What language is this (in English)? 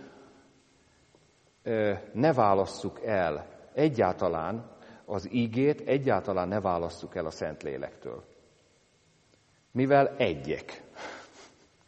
Hungarian